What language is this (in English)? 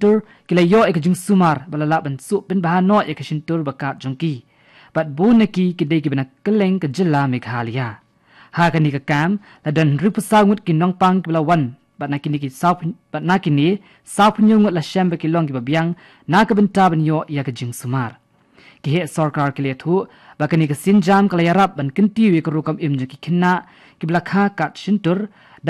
Khasi